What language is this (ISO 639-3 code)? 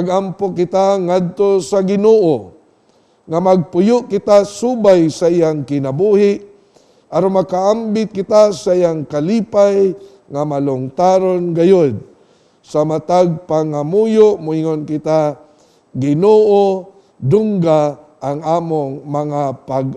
ceb